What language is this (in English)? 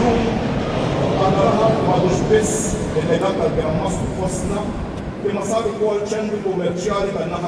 Maltese